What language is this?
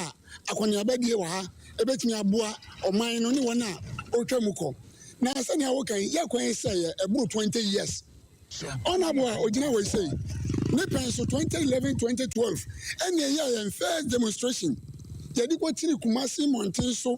Akan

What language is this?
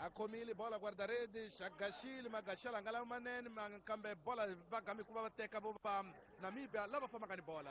Tsonga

